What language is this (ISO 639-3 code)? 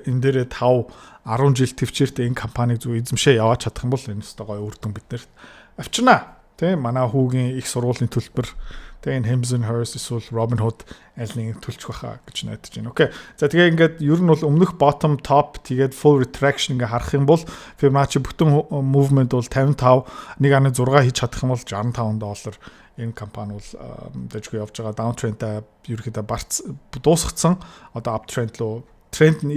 mon